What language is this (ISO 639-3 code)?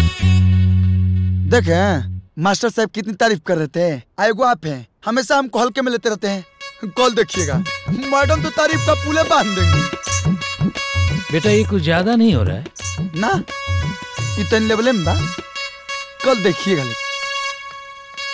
bho